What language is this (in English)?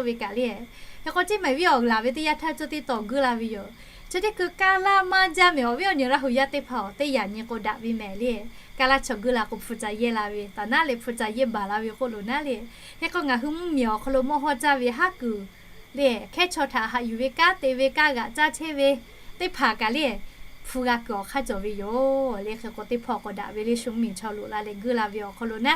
Lahu